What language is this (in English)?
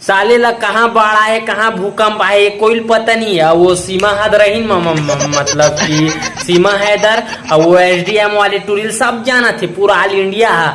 Chhattisgarhi